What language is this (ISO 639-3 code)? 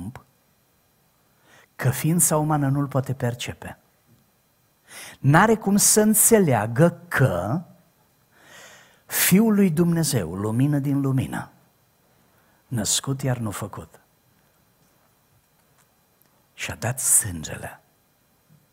ron